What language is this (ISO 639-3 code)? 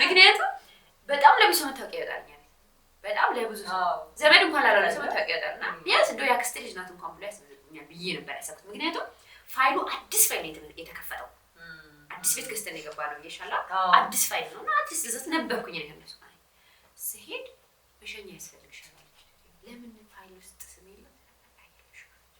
amh